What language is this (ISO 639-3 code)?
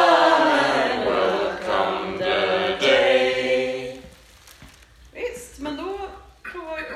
swe